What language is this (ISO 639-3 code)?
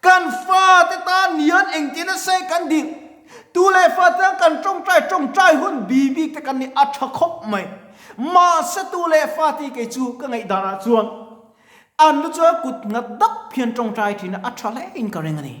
lus